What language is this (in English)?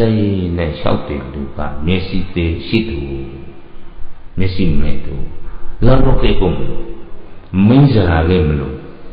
Burmese